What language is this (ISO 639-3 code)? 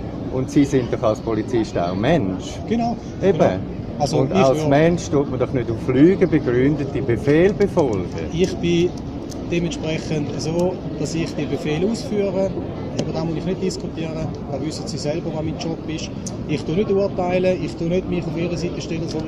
gsw